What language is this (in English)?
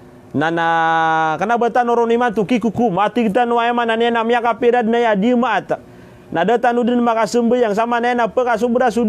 Maranao